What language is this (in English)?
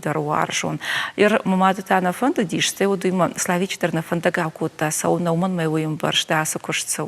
Ossetic